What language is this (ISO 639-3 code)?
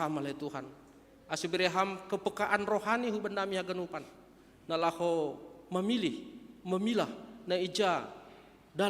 bts